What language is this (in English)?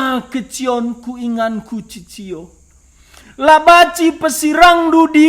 Batak Karo